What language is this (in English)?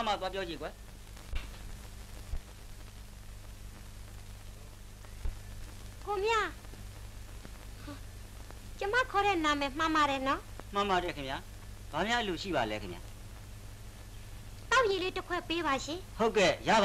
Burmese